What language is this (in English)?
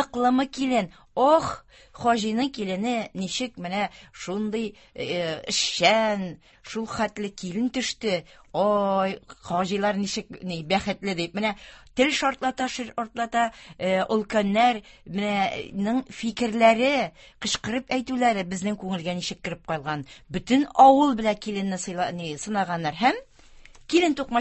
Tatar